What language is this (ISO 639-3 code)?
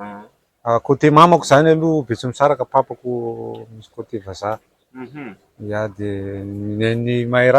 mlg